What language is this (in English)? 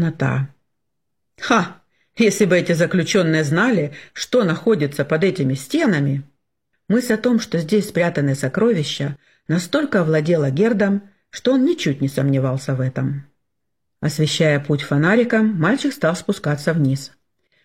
Russian